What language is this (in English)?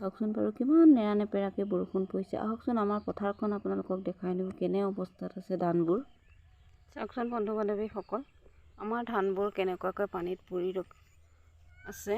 Assamese